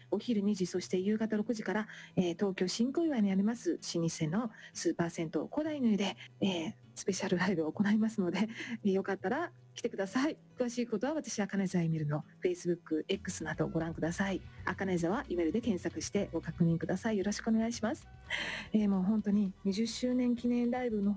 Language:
Japanese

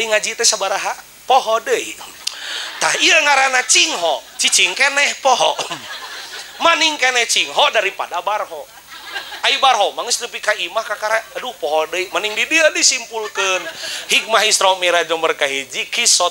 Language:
Sundanese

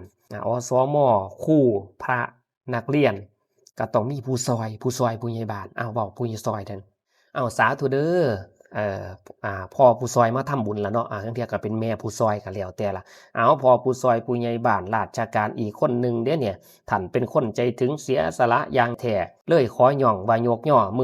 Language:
Lao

